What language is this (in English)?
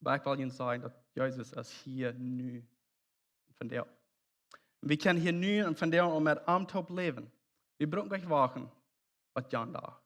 Plautdietsch